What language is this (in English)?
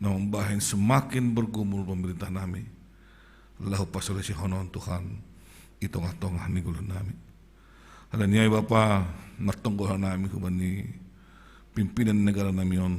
Batak Simalungun